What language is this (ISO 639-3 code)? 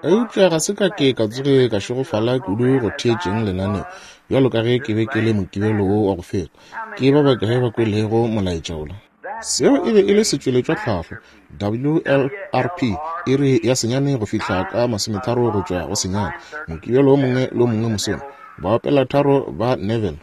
nso